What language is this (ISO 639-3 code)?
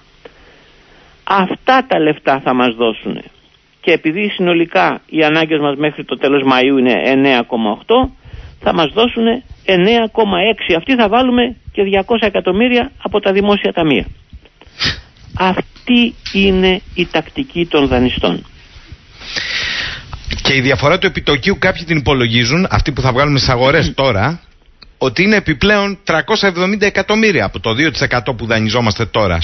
ell